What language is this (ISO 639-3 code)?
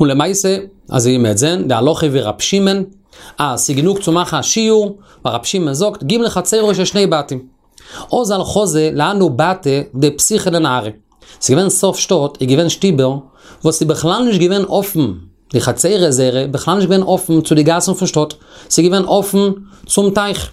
yid